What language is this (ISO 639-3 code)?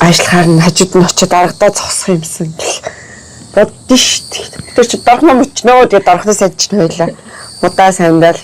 mon